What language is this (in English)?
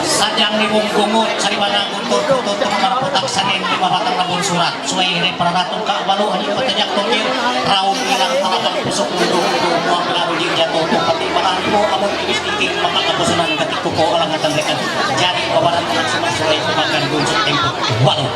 Ma'anyan